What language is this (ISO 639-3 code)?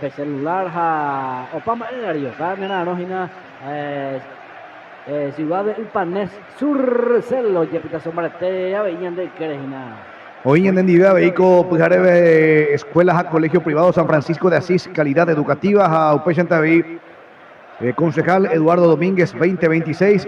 grn